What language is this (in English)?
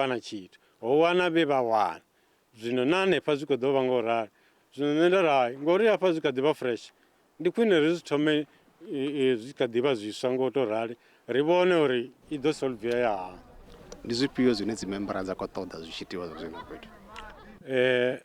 Venda